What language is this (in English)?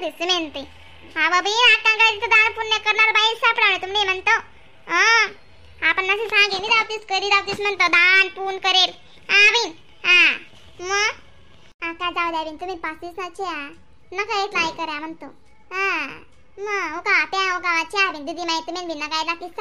Khandesi